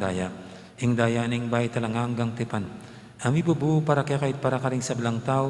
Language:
Pampanga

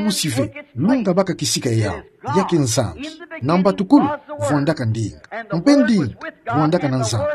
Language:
Kituba (Democratic Republic of Congo)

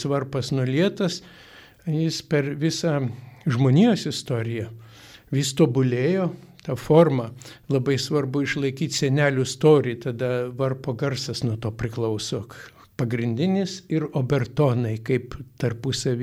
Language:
Lithuanian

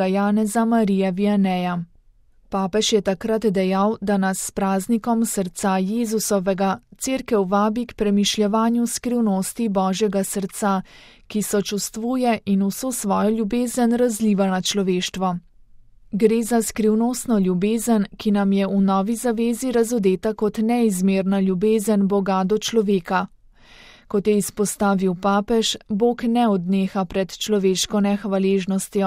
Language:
Slovenian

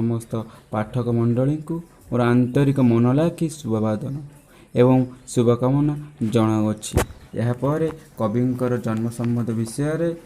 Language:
Odia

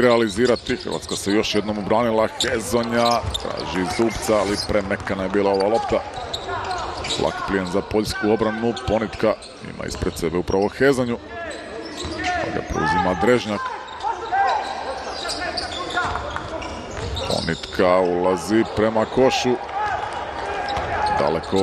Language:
Croatian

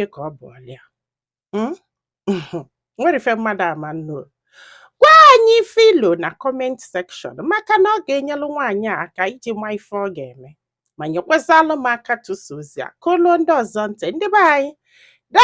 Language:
Igbo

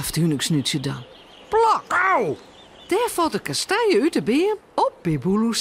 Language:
Western Frisian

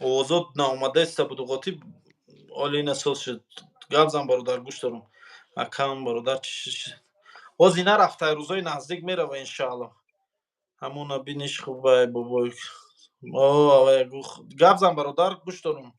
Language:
Tajik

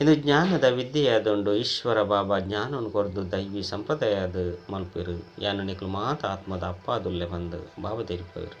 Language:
Tulu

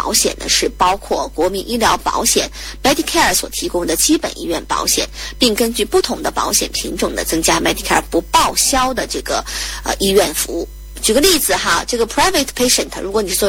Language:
Chinese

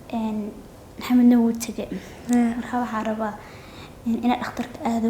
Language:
Somali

